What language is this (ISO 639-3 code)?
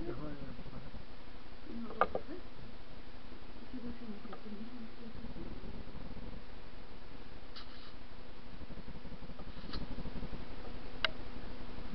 nor